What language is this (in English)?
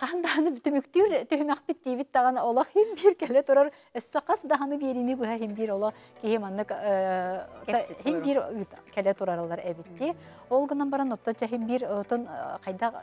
Yakut